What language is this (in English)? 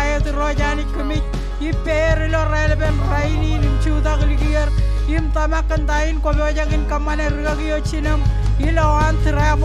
Marshallese